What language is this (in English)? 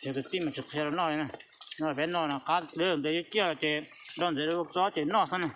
Hmong